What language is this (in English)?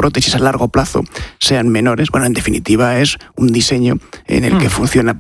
Spanish